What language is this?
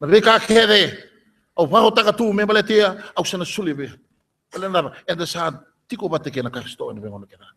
Fijian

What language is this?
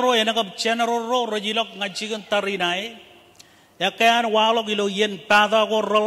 Marshallese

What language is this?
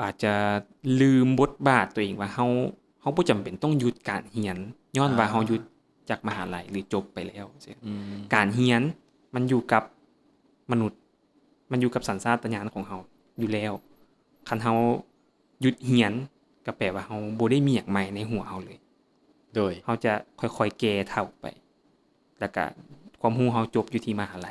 Lao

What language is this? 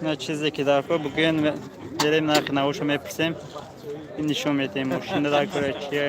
Tajik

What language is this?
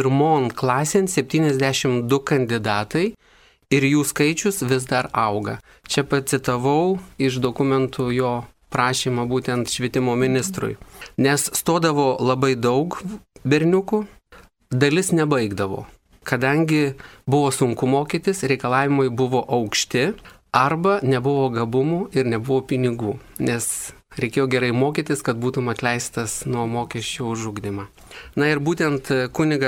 Lithuanian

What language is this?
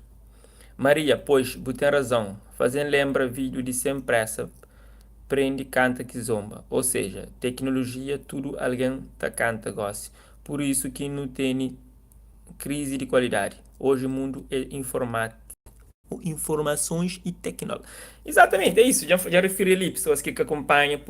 Kabuverdianu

